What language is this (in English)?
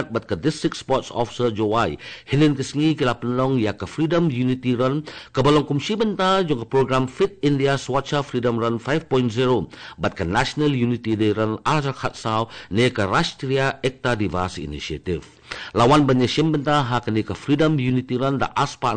Khasi